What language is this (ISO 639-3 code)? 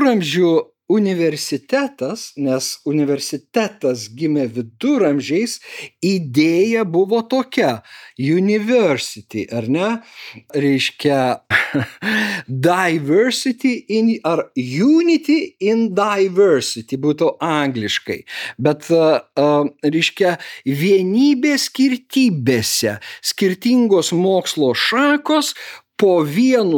lit